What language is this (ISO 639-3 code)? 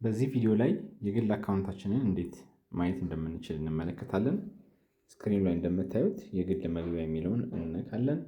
amh